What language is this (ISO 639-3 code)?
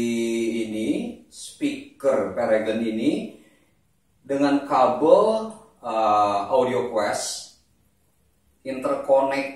ind